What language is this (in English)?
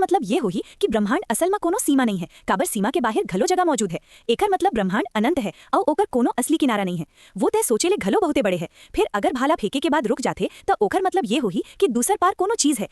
Chhattisgarhi